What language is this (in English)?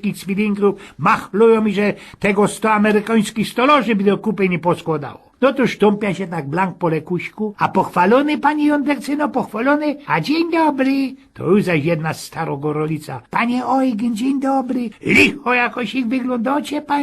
Silesian